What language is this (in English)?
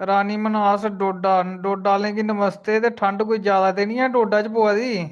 Dogri